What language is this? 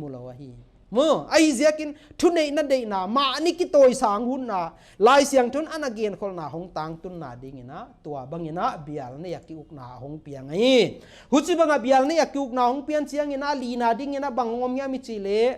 Paite Chin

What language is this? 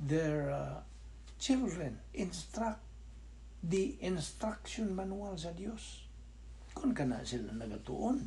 Cebuano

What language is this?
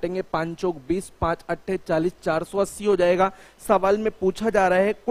Hindi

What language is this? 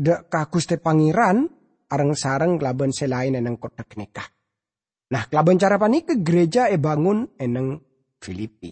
Madurese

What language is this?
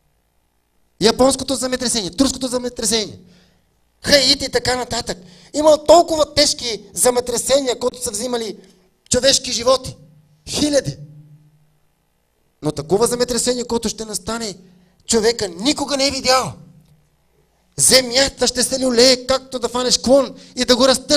Bulgarian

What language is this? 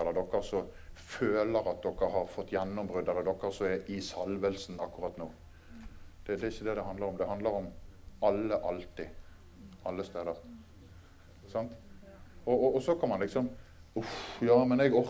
Norwegian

